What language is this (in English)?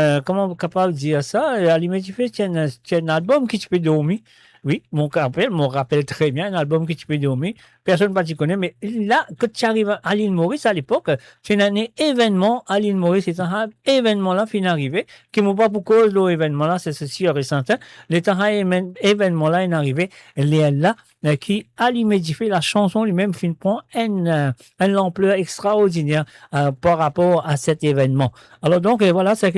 Morisyen